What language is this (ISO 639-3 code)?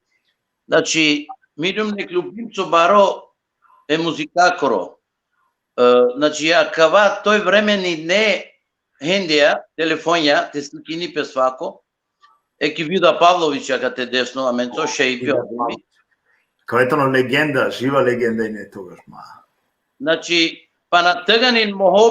rmn